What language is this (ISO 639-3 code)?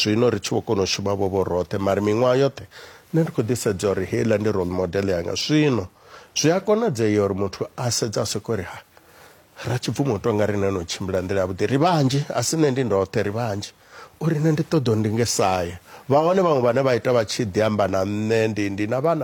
ven